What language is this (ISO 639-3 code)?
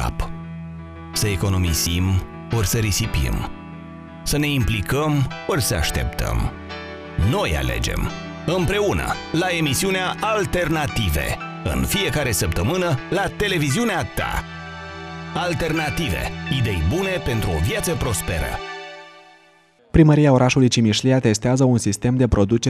ron